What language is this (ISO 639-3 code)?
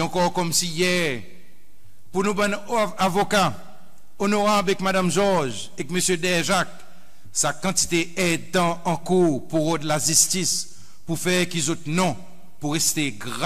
crs